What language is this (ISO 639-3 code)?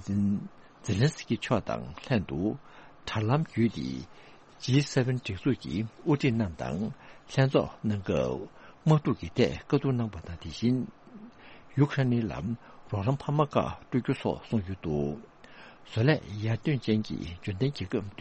bod